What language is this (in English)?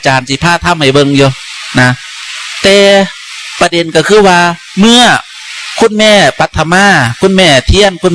Northeastern Thai